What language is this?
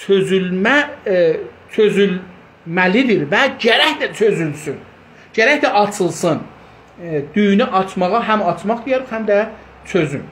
South Azerbaijani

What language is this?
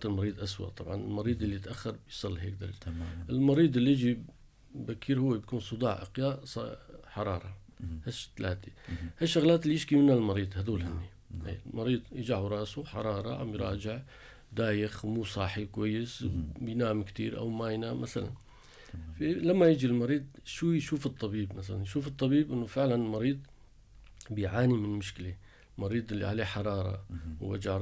North Levantine Arabic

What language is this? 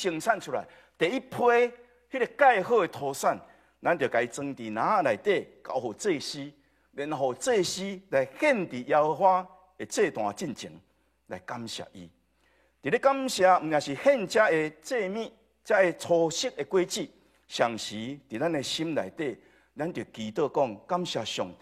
Min Nan Chinese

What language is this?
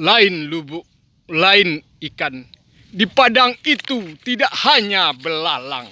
Minangkabau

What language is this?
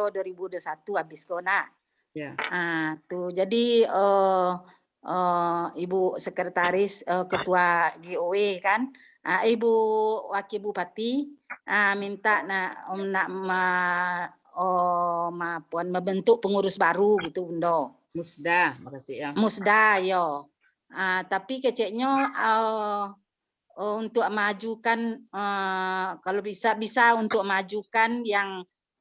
Minangkabau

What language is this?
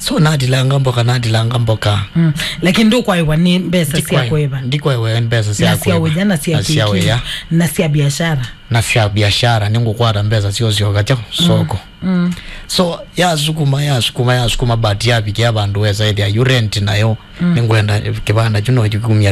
Kamba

